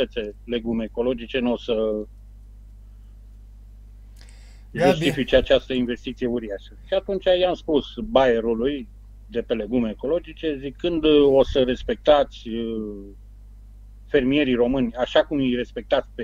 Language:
Romanian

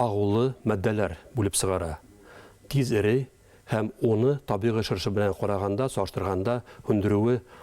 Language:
Bashkir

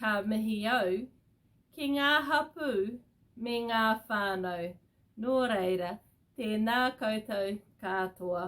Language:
Māori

